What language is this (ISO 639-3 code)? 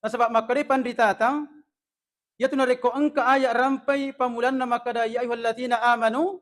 bug